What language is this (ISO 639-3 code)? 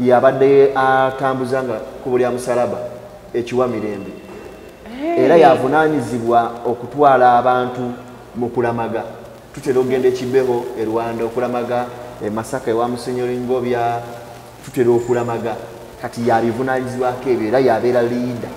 lug